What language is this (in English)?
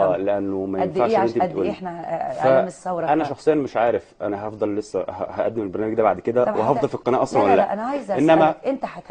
Egyptian Arabic